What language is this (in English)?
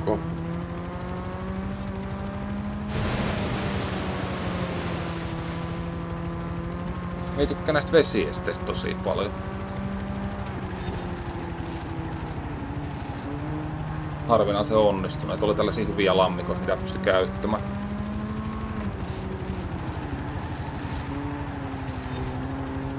Finnish